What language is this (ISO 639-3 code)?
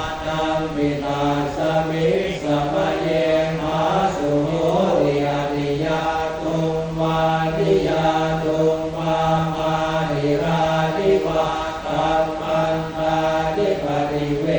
pli